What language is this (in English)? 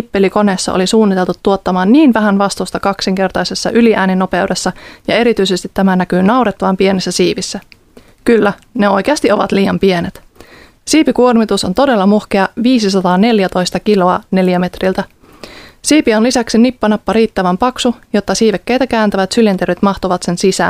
Finnish